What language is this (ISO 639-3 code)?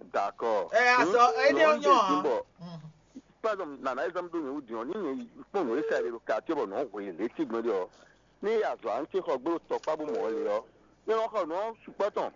fon